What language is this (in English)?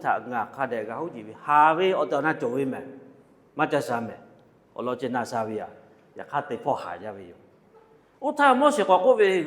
Lahu